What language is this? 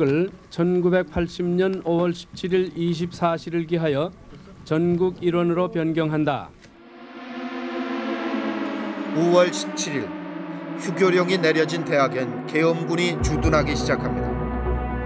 Korean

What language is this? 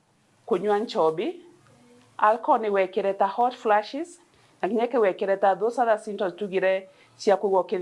Meru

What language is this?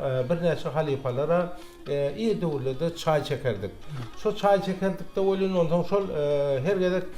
Turkmen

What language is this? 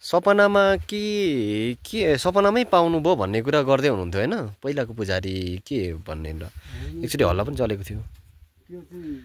Nepali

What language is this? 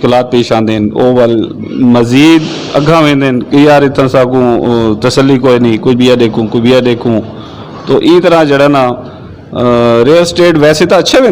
Saraiki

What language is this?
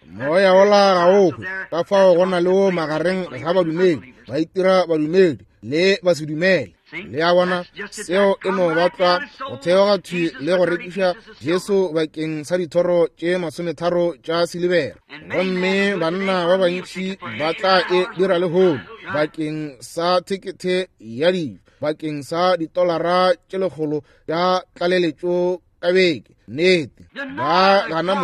Northern Sotho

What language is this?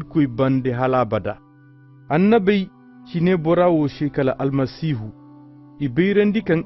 Koyraboro Senni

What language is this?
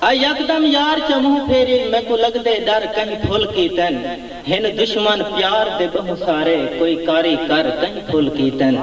Saraiki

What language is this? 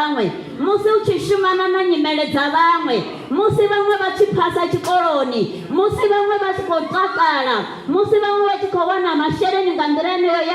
Venda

